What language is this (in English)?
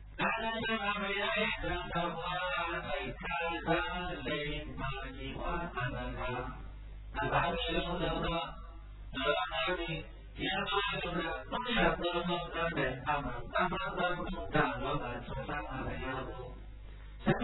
Burmese